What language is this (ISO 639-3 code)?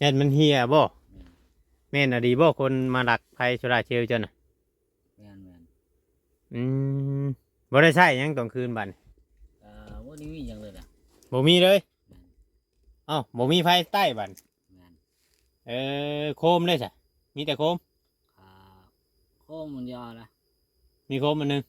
tts